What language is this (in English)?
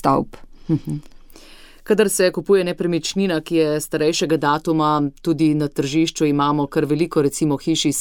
Slovenian